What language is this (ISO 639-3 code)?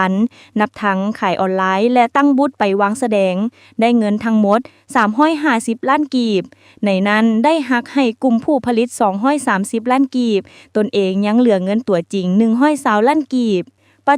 lao